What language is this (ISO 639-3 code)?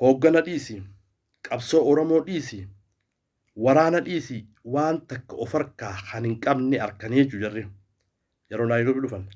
orm